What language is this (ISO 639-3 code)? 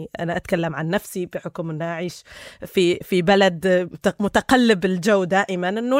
apc